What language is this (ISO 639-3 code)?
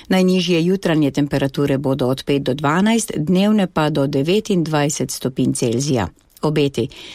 slv